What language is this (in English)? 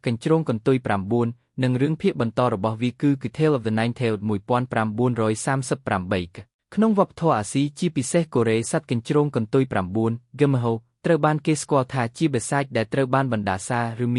Khmer